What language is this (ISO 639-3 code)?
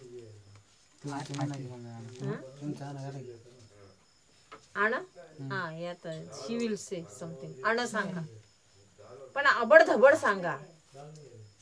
mar